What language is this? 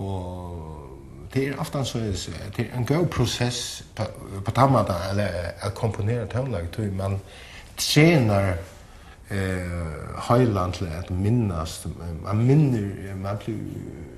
Faroese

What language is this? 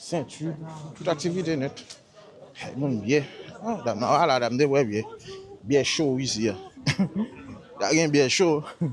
Haitian Creole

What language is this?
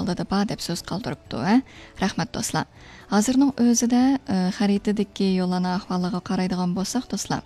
Uyghur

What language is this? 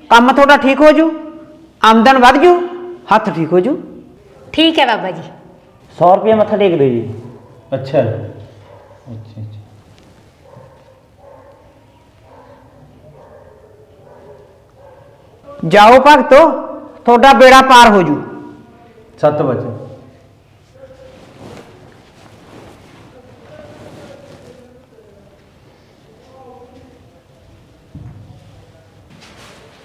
Punjabi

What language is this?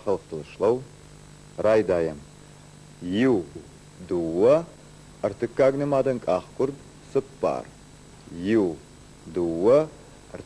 Ossetic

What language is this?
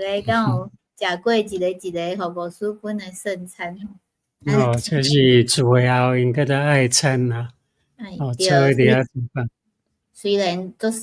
Min Nan Chinese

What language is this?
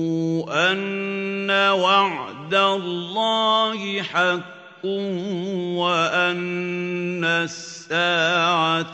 Arabic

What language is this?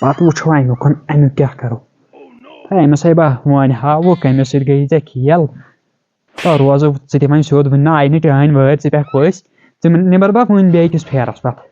Kashmiri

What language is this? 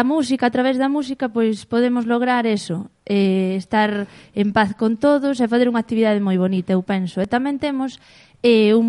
Galician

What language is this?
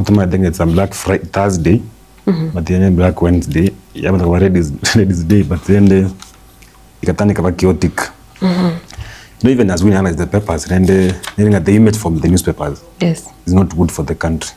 Gusii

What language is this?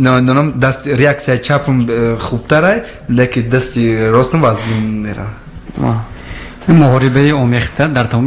Tajik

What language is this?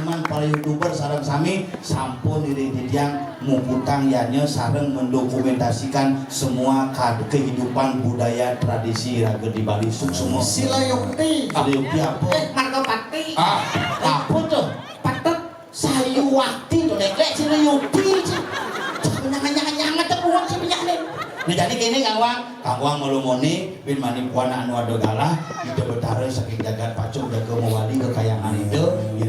Balinese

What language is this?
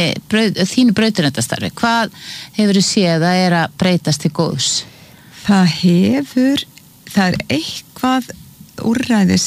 Icelandic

